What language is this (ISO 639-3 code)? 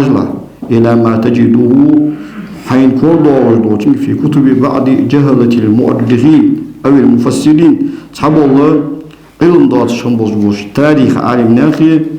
inh